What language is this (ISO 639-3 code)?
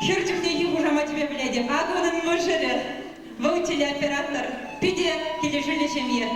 chv